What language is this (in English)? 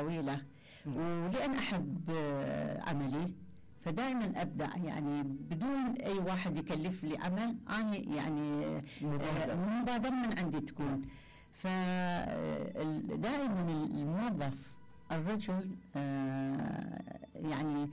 Mesopotamian Arabic